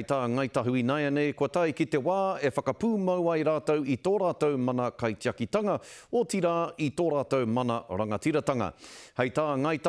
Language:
Māori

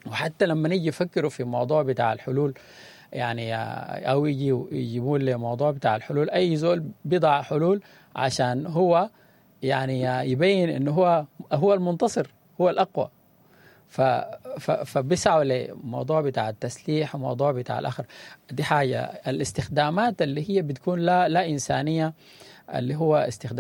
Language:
Sudanese Arabic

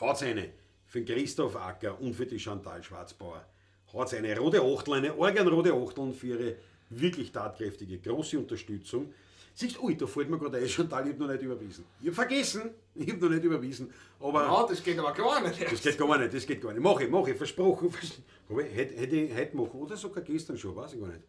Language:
Bavarian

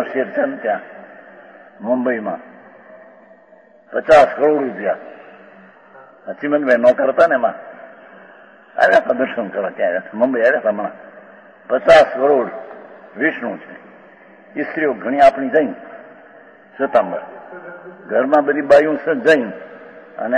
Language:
Gujarati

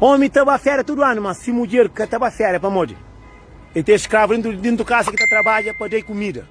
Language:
Kabuverdianu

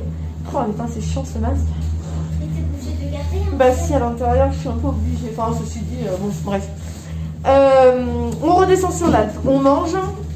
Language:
French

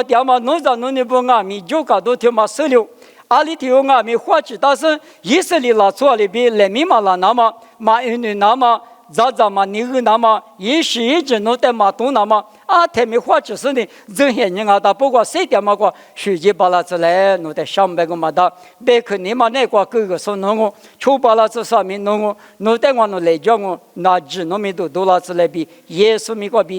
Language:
Lisu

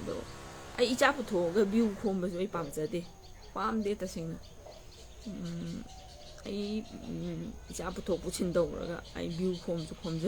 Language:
Manipuri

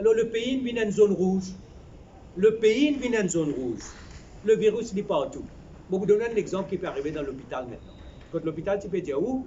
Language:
Morisyen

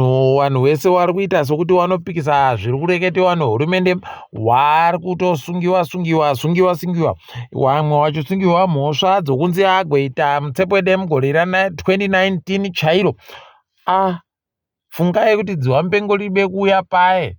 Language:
Ndau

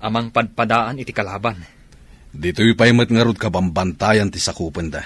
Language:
Iloko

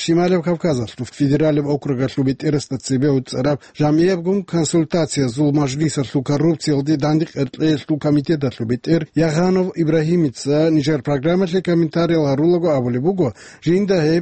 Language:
Avaric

